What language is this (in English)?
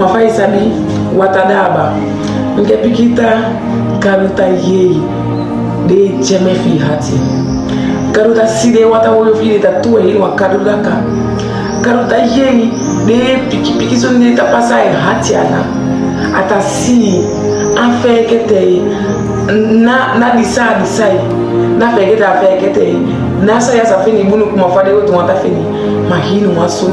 Saramaccan